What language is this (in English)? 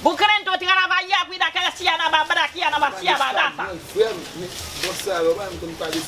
Haitian Creole